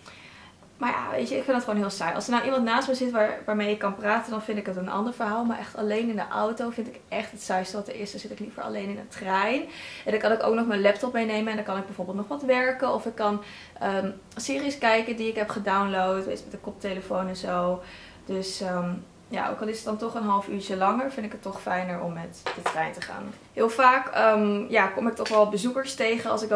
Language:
Dutch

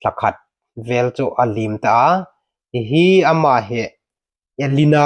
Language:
Hmar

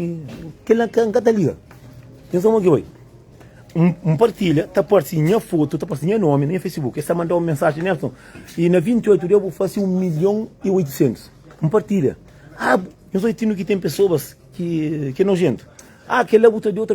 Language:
Kabuverdianu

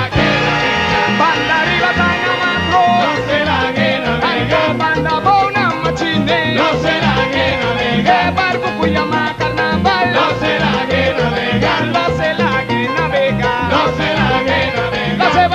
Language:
Papiamento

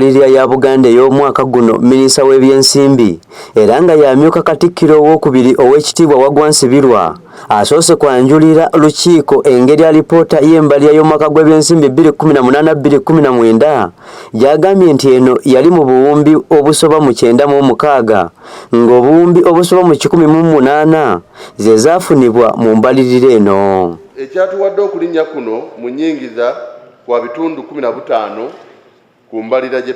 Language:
Ganda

